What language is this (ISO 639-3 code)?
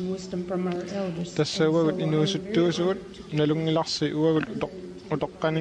kal